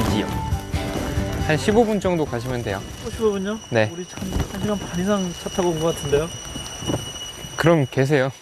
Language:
Korean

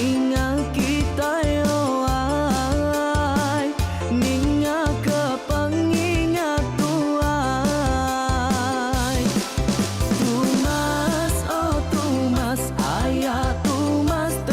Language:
Iban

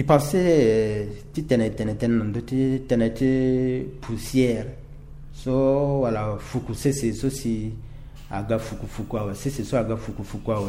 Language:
Sango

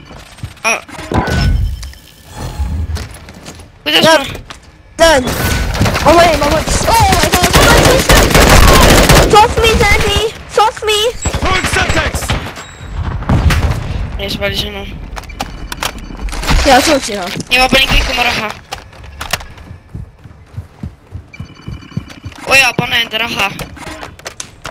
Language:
Estonian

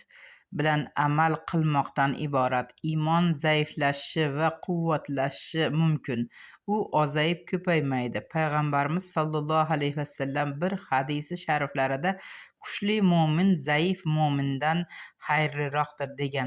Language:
Uzbek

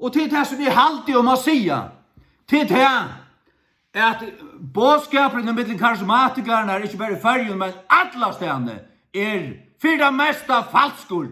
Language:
Faroese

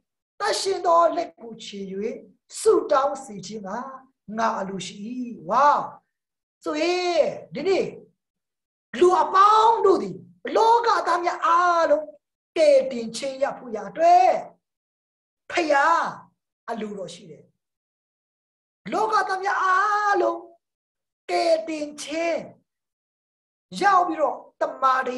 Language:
Burmese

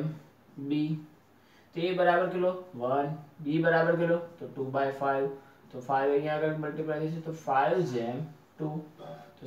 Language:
Gujarati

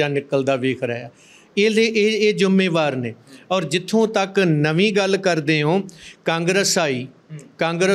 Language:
Punjabi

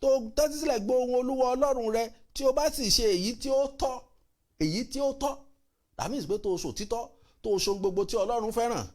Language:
Yoruba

